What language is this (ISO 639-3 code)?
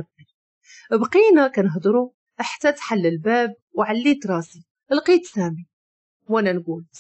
ary